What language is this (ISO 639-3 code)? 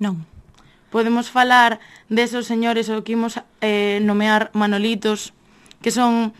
glg